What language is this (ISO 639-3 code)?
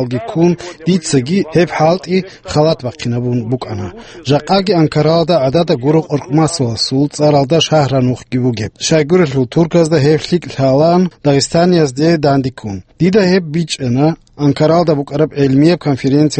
ava